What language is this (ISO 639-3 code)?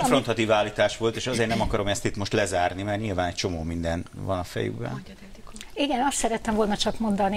hun